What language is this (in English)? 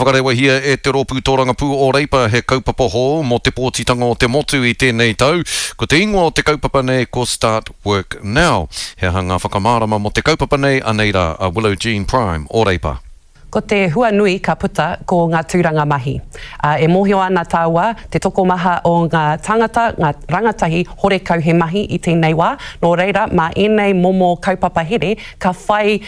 Māori